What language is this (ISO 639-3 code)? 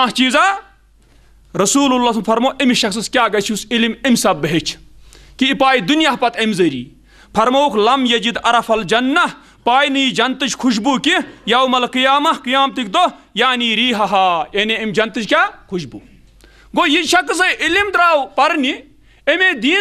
kas